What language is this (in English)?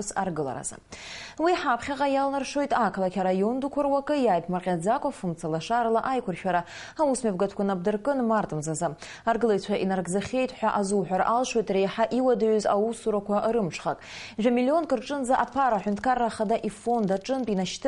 Abkhazian